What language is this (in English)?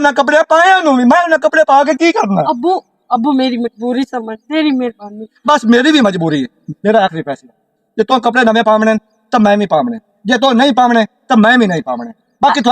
Western Panjabi